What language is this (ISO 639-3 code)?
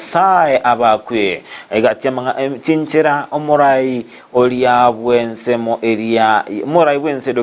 guz